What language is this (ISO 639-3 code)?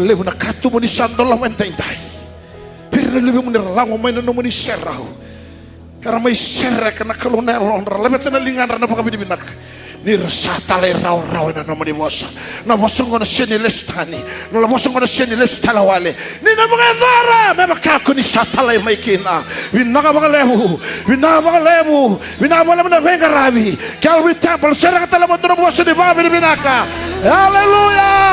fij